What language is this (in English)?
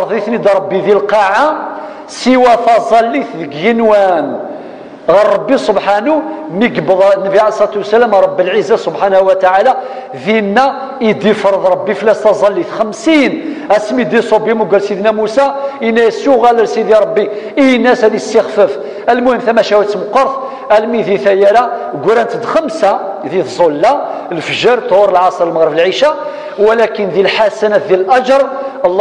Kabyle